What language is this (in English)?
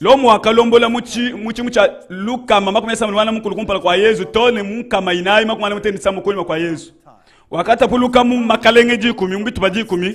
Luba-Lulua